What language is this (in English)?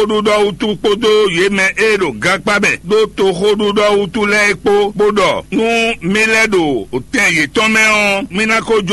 Fon